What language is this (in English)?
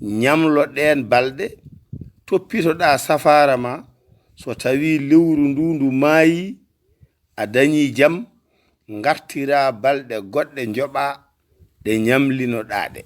Fula